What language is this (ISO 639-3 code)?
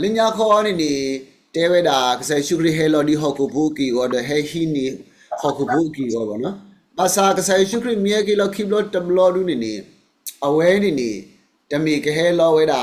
ksw